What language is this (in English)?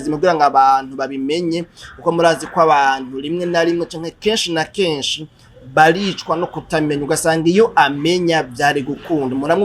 Rundi